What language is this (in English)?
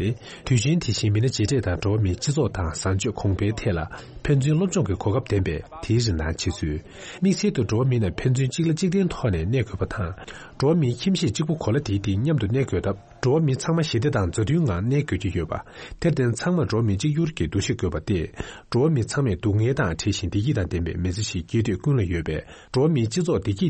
Tibetan